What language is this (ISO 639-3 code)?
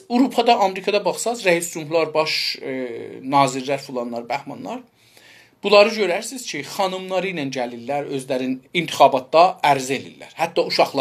azb